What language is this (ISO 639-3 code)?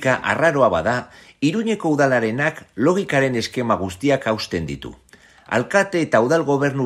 eus